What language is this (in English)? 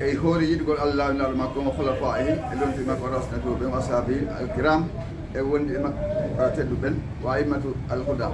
Fula